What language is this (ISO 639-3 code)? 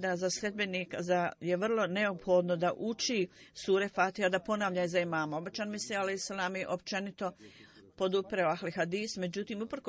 bos